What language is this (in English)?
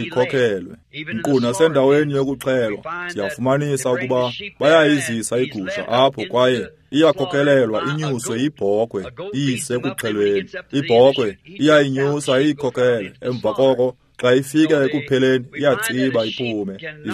Xhosa